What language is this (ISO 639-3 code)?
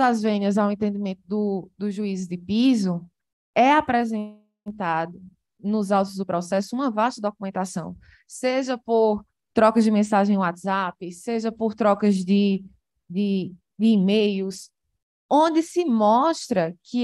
por